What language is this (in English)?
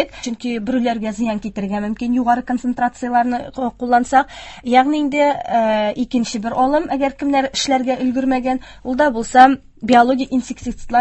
Tatar